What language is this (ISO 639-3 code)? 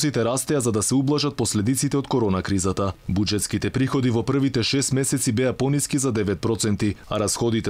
mkd